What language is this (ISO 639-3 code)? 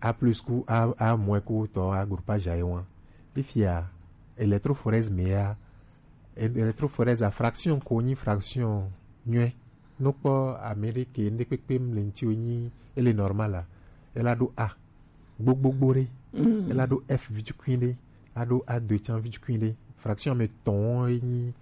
gej